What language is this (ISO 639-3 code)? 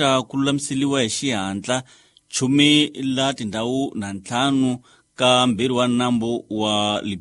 tso